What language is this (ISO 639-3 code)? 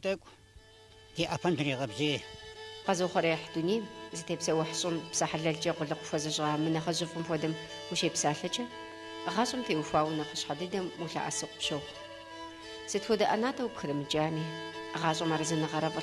kbd